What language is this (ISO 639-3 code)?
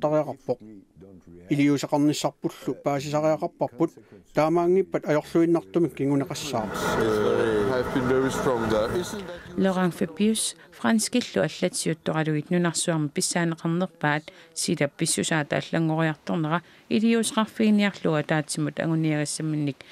kal